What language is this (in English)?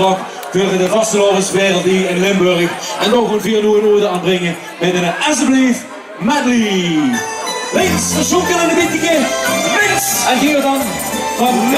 Limburgish